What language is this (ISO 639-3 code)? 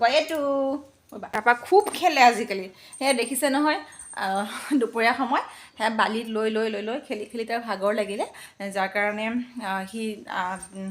asm